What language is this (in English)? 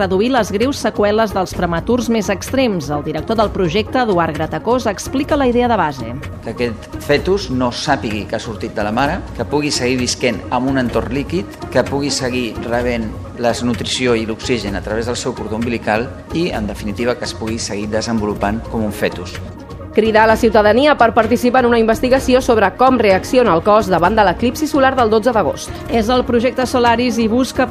Catalan